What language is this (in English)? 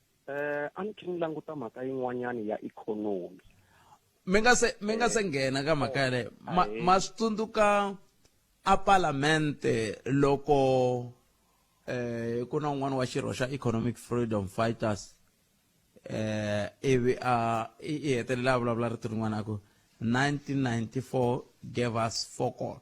Tsonga